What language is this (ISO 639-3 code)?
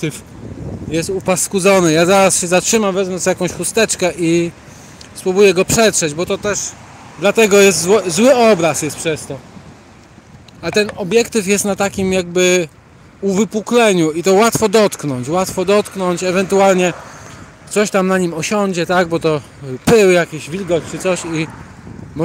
pol